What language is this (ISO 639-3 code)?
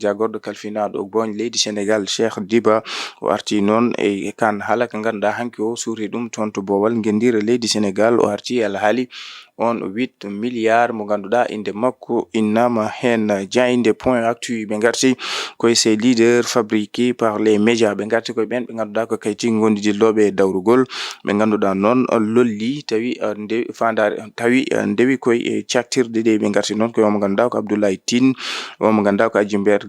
ful